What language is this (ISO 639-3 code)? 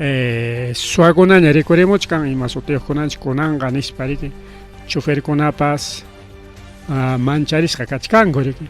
quy